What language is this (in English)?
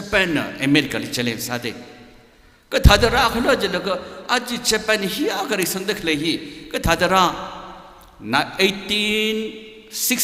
Tangkhul Naga (India)